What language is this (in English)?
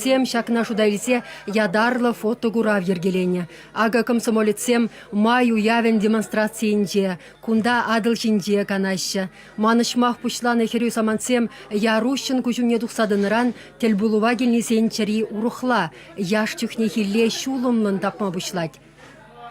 Chuvash